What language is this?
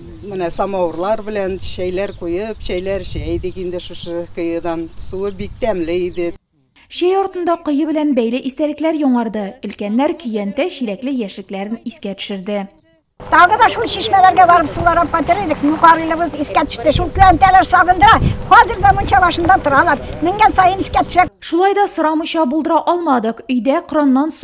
Tatar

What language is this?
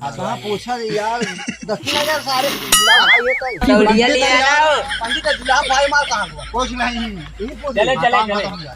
Awadhi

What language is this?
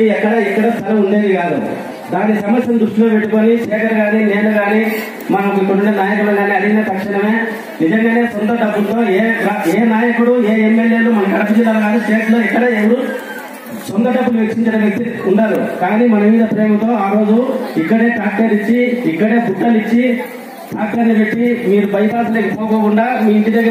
Telugu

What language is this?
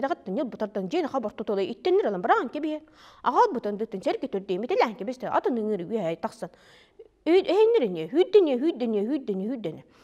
Yakut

